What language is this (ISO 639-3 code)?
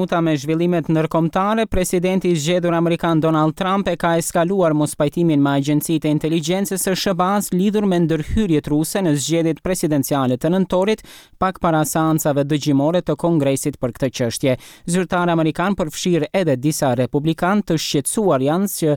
sqi